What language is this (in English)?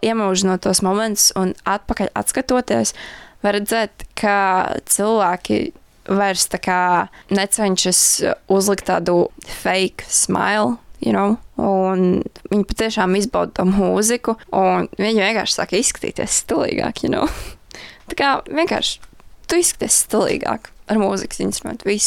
Latvian